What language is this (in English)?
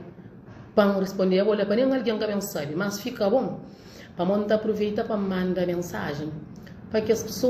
Kabuverdianu